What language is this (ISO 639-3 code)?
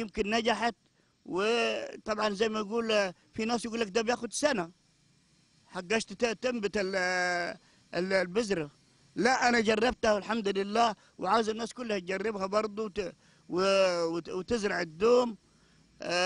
arz